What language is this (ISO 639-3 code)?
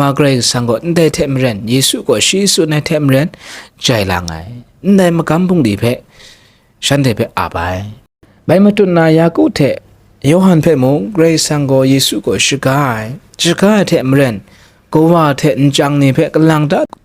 kac